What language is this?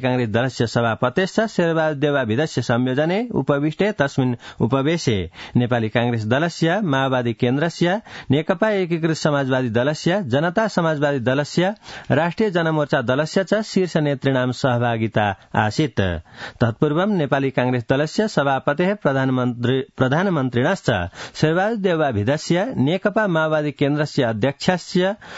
Sanskrit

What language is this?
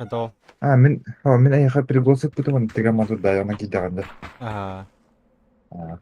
Yakut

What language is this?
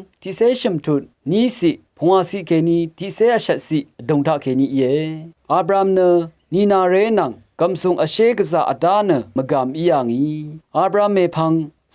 Rawang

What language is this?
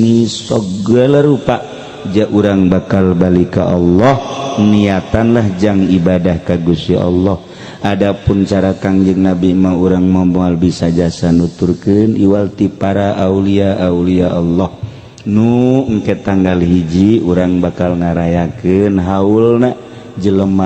Sundanese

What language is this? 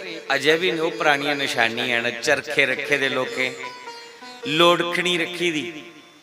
Dogri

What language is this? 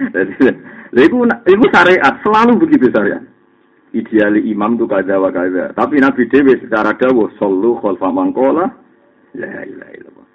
Javanese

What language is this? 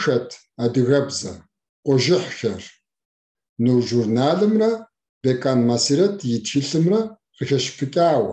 Kabardian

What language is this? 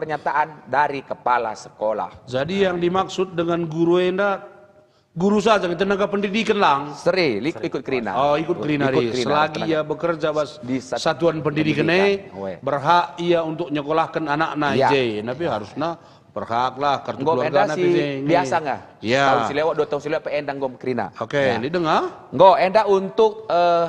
Batak Karo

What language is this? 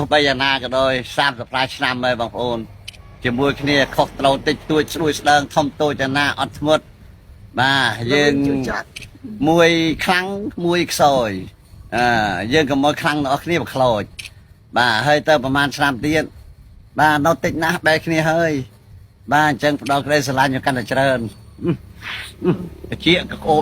Khmer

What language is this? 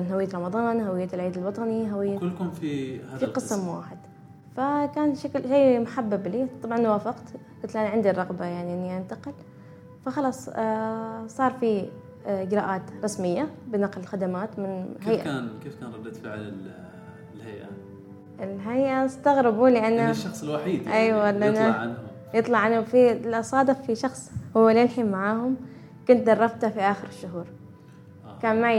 Gulf Arabic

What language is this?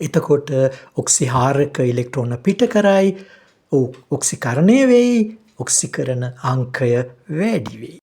Sinhala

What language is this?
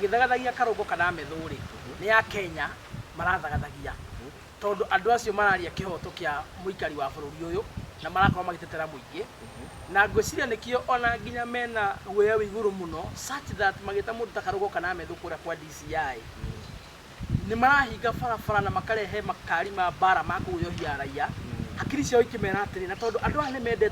Kikuyu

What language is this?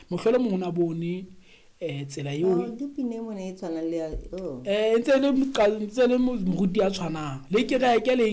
Southern Sotho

